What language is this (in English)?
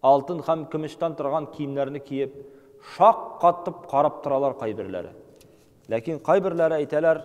Tatar